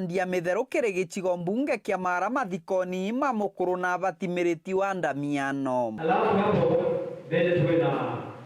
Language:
Meru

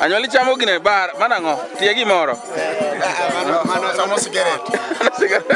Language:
Luo (Kenya and Tanzania)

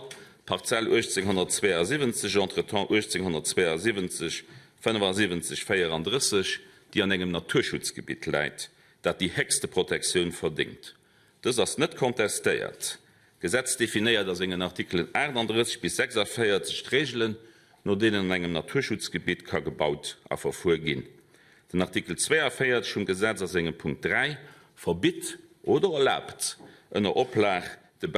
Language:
Luxembourgish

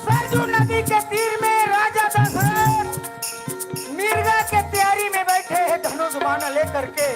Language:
Chhattisgarhi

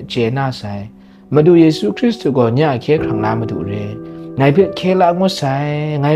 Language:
Kachin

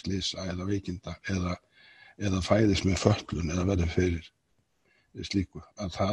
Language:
Icelandic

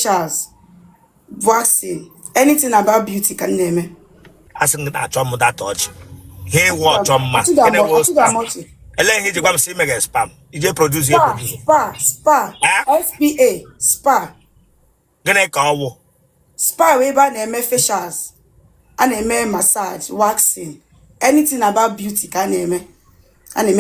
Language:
Igbo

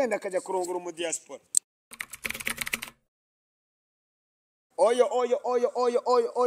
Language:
Kinyarwanda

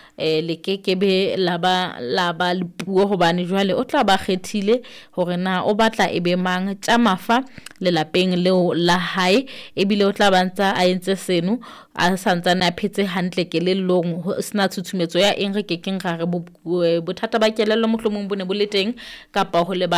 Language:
Southern Sotho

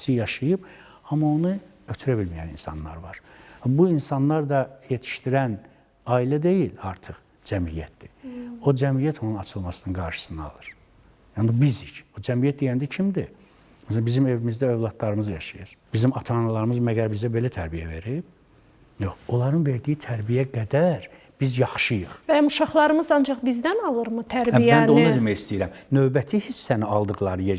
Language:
Azerbaijani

